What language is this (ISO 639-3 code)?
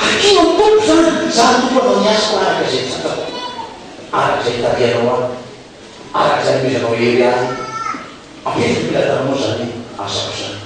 mlg